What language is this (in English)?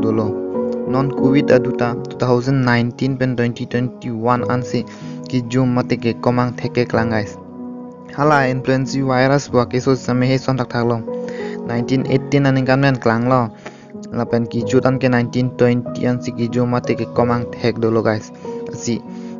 Karbi